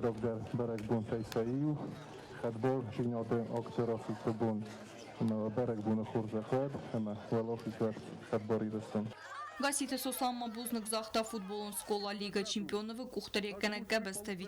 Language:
Ossetic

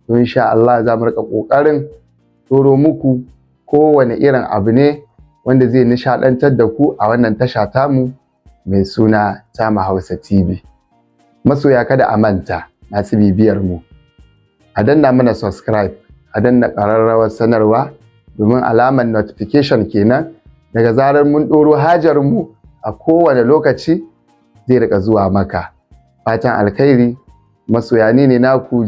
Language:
Hausa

